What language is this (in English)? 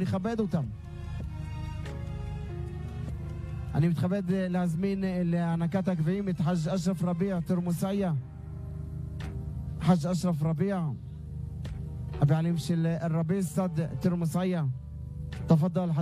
Hebrew